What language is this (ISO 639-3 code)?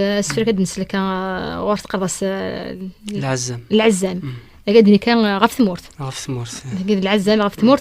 kab